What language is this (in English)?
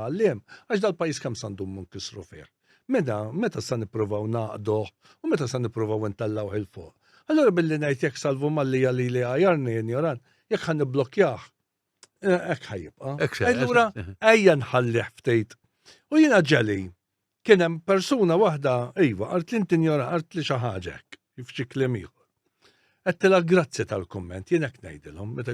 Maltese